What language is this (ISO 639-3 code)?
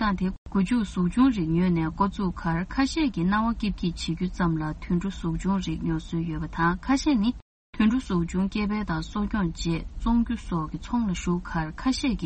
bod